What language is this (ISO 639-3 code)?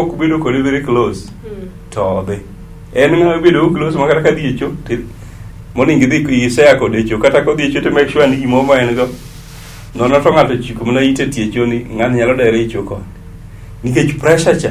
luo